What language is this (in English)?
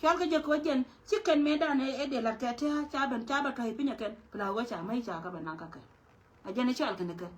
Nuer